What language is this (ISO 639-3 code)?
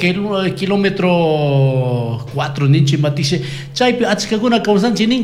qug